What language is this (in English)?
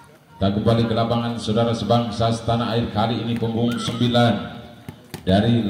Indonesian